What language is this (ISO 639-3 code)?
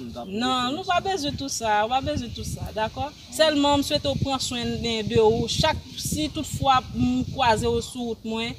hat